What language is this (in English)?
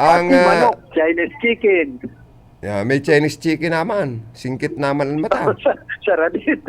Bikol